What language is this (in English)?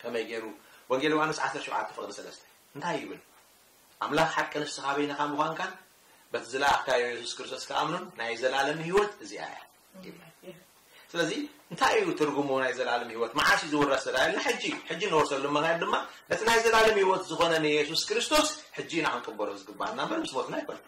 Tigrinya